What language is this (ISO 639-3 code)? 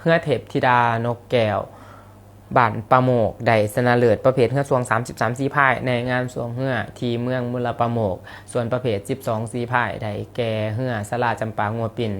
lao